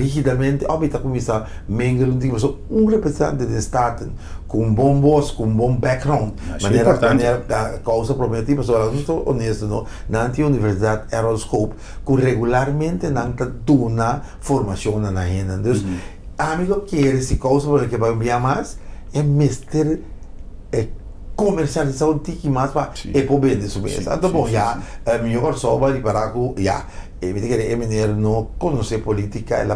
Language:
Papiamento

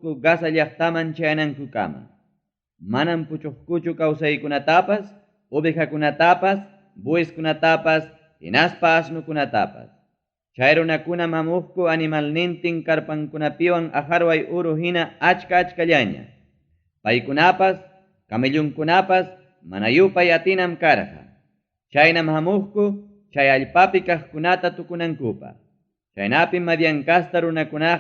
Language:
Ayacucho Quechua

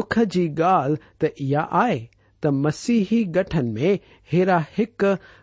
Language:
Sindhi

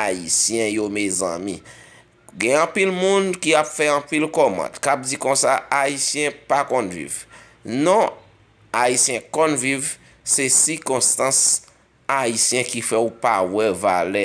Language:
Haitian Creole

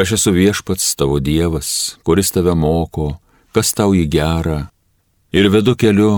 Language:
Lithuanian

